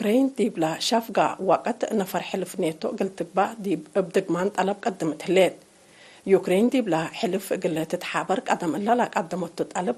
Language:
Tigre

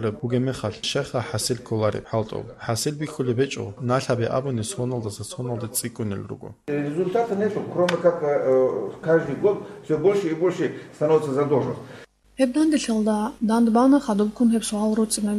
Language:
Avaric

